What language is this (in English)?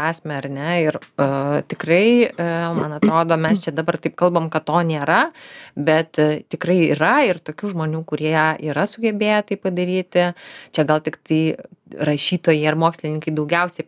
Lithuanian